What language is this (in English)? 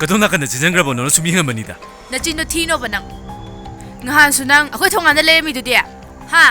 Manipuri